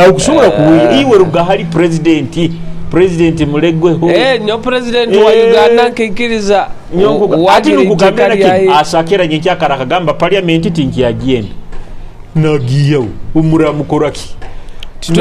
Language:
Nyoro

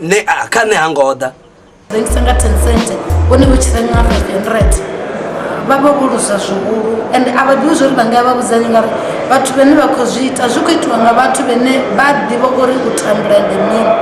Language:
Venda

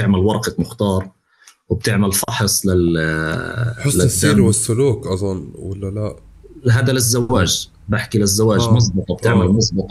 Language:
North Levantine Arabic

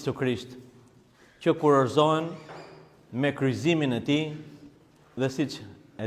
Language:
Albanian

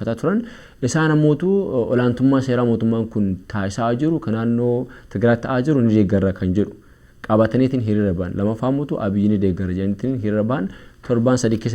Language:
Oromo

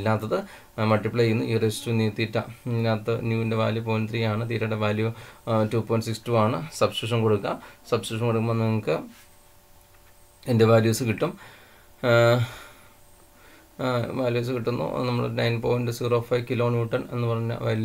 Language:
Malayalam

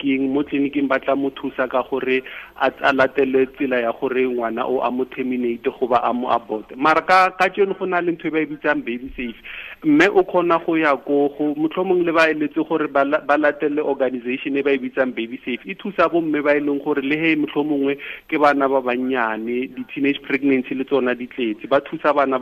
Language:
Tswana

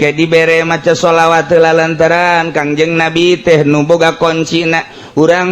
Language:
Sundanese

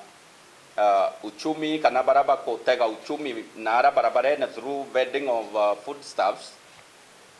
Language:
Meru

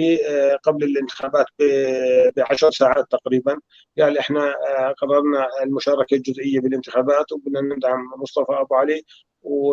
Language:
North Levantine Arabic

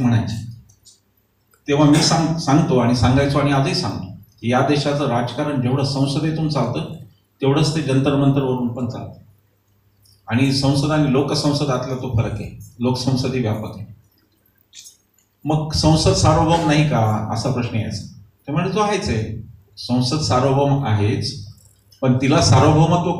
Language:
Marathi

